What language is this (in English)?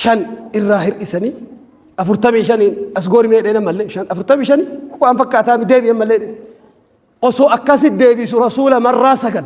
Oromo